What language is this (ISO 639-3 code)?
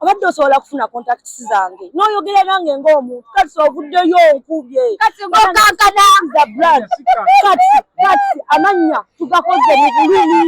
lug